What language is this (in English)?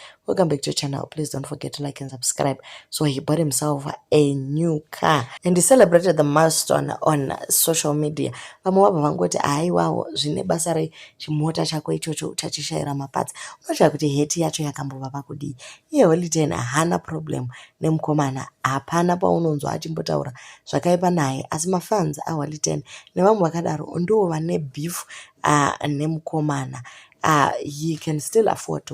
Shona